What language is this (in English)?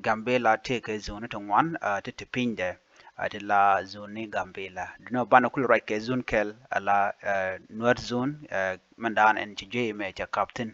Nuer